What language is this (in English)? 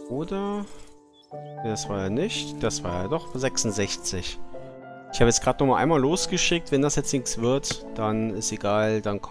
German